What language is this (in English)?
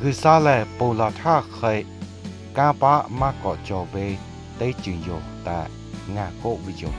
Lahu